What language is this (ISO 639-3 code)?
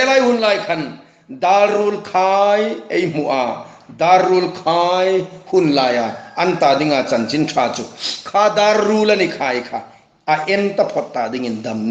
hmr